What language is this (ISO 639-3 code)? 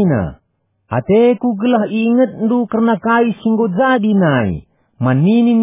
btx